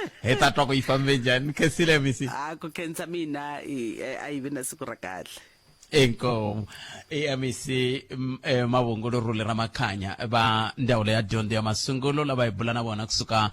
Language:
Tsonga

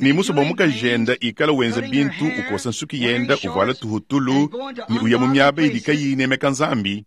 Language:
Luba-Lulua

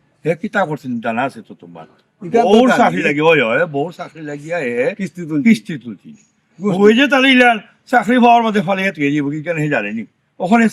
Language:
Sylheti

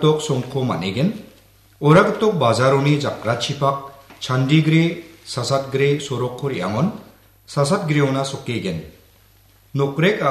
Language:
Garo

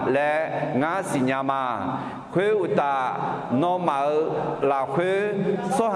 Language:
Akha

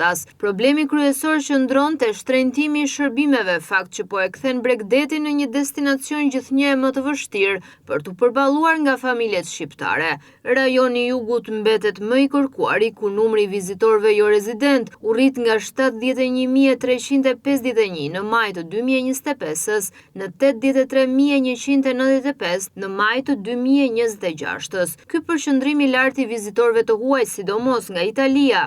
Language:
Albanian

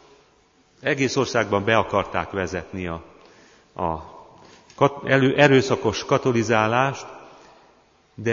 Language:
Hungarian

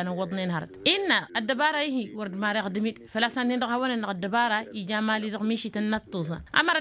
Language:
Tamasheq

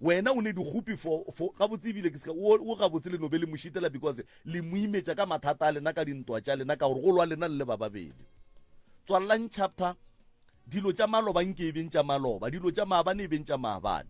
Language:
Northern Sotho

